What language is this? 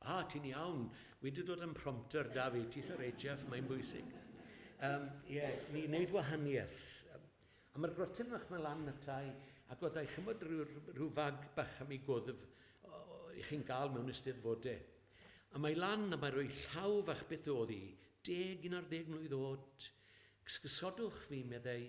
Welsh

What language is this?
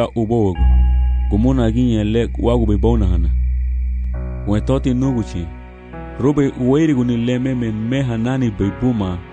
Garifuna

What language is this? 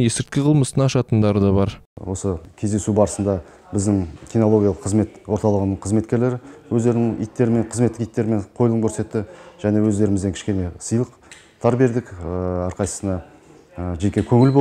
Kazakh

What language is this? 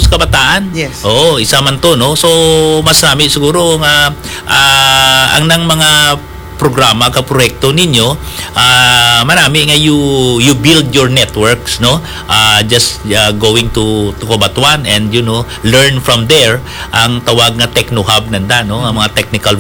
Hiligaynon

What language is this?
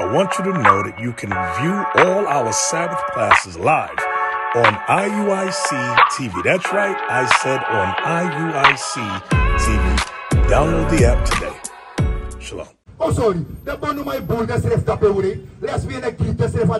Sranan Tongo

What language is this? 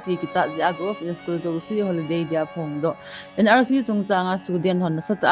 Thado Chin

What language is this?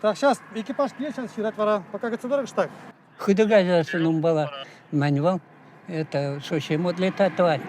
Chuvash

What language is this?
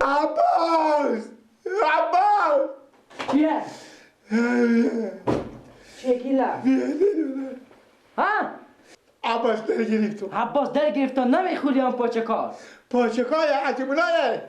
Persian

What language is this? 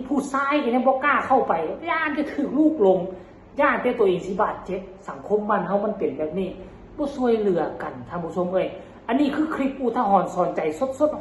Northeastern Thai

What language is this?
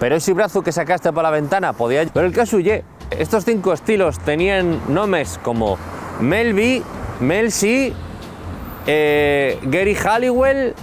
Asturian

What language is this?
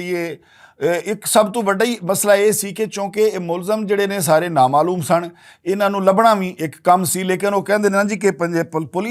Western Panjabi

